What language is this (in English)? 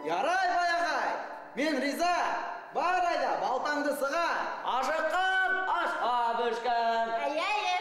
Bashkir